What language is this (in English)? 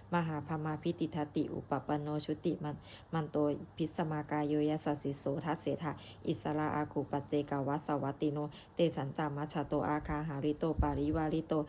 Pali